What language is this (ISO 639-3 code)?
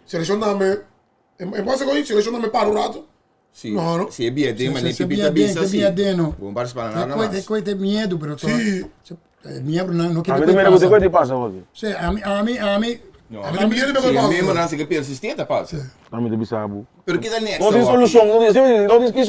pap